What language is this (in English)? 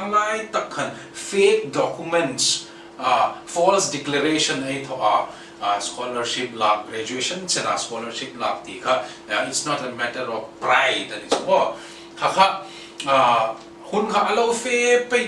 Hmar